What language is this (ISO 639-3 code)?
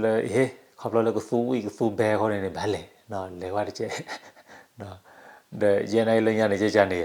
ksw